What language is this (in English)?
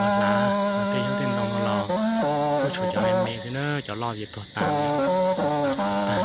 Hmong